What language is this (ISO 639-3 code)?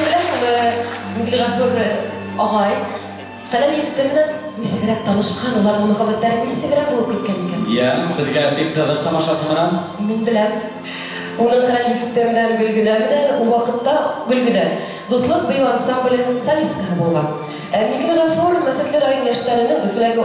bak